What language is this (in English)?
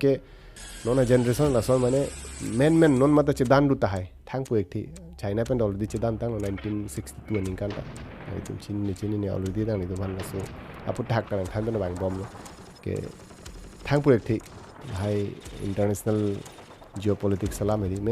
Karbi